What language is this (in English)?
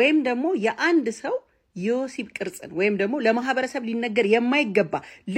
Amharic